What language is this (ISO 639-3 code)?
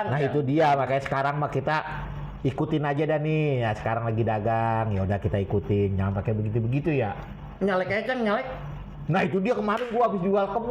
bew